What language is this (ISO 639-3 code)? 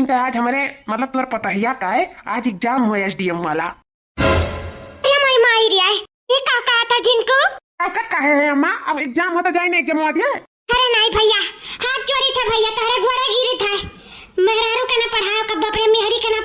awa